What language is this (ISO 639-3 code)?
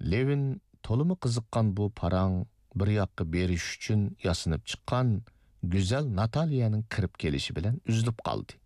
uig